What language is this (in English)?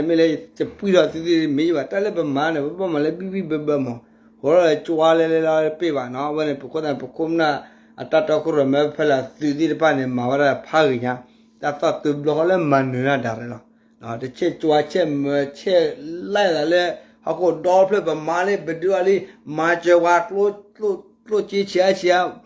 S'gaw Karen